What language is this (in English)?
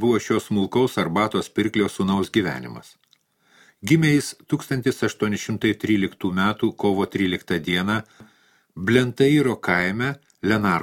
Lithuanian